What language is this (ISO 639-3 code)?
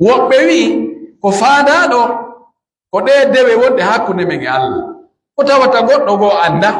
fuf